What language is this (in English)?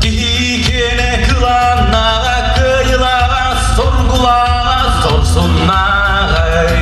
Yakut